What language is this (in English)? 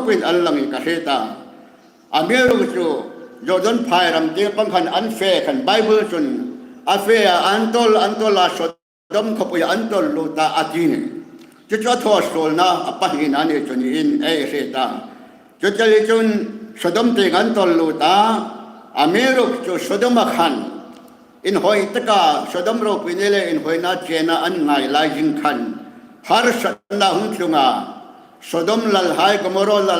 Hmar